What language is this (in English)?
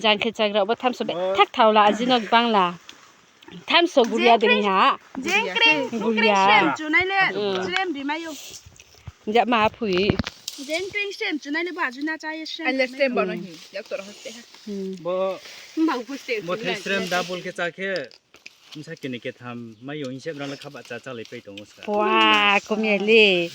Riang (India)